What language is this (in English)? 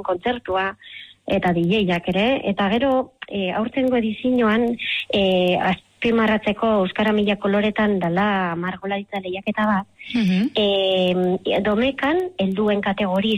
Basque